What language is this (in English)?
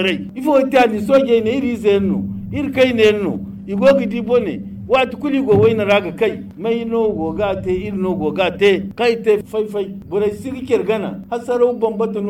Zarma